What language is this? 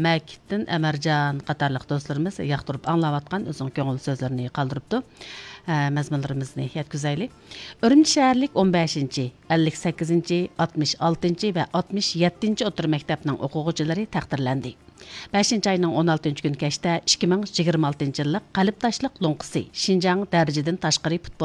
Uyghur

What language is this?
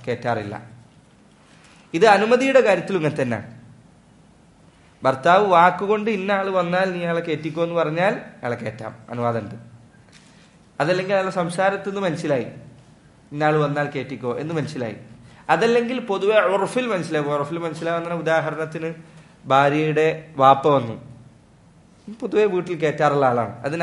Malayalam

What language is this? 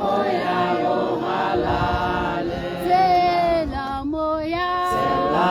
Tswana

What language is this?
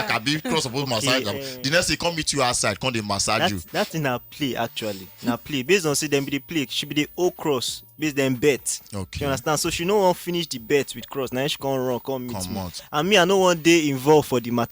Nigerian Pidgin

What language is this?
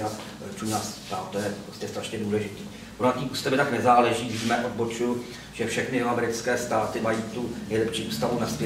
Czech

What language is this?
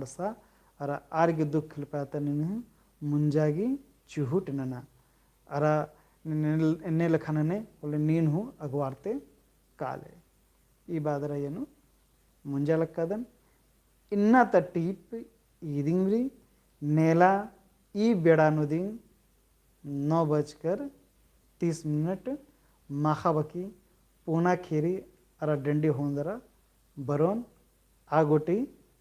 Kurukh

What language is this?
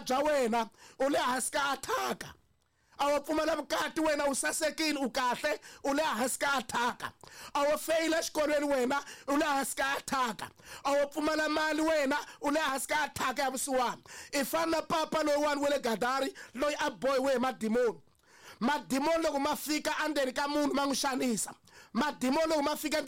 Tsonga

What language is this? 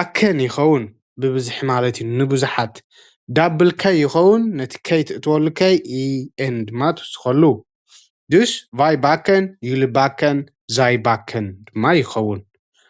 Tigrinya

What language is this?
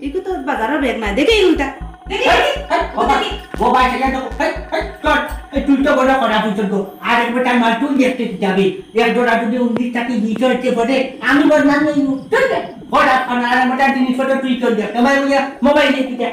Sylheti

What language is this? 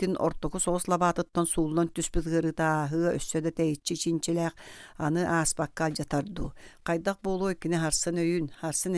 Yakut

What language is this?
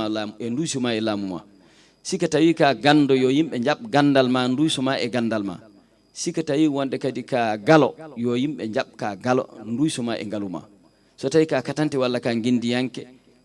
Fula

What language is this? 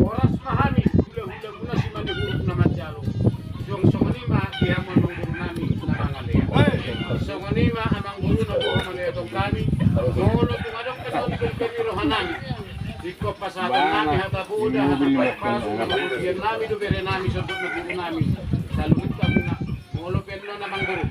Batak Toba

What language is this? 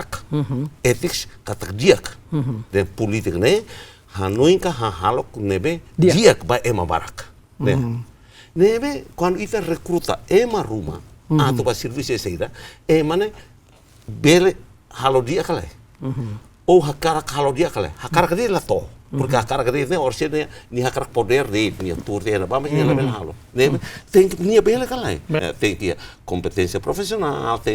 Tetum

